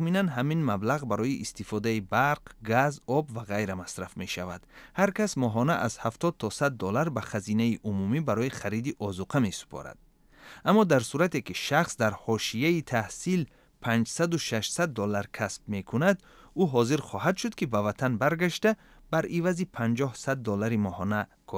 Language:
Tajik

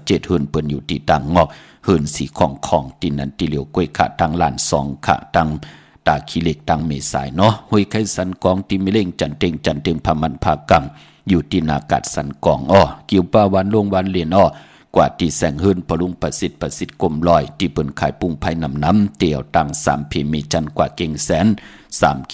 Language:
Shan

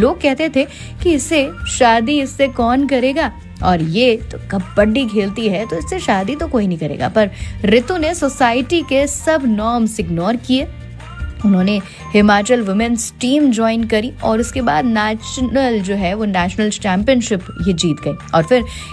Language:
Hindi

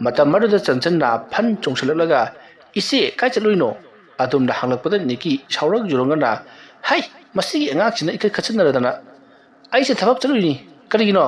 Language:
Manipuri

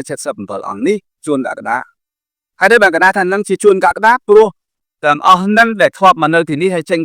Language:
Khmer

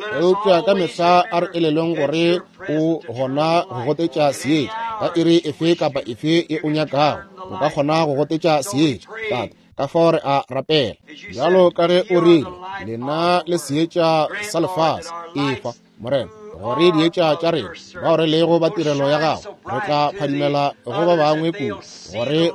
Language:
Northern Sotho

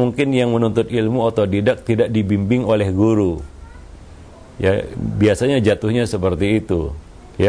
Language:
Indonesian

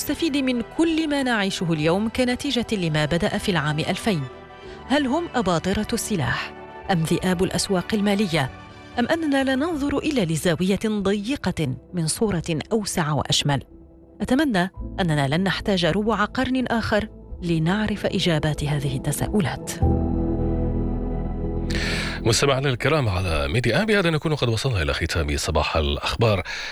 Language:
Arabic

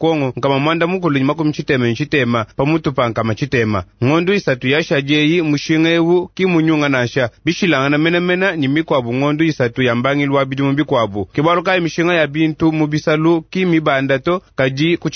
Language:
Luba-Lulua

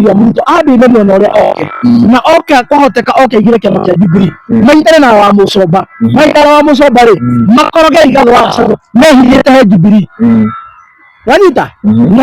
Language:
Kikuyu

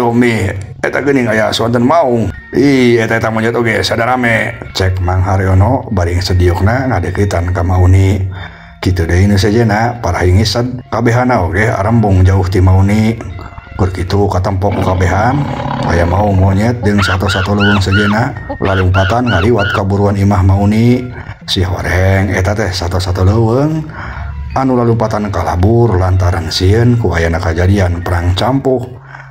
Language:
Sundanese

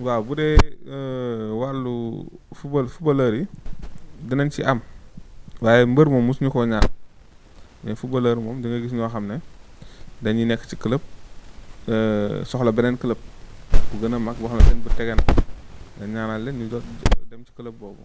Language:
Wolof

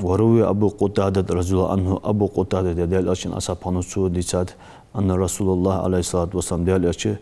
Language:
Ingush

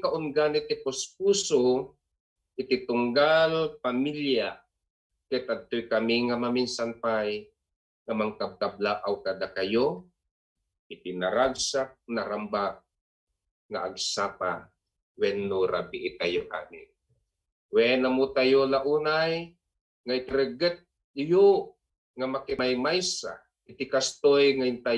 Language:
Iloko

